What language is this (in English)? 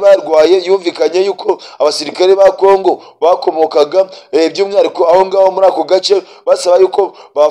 Kinyarwanda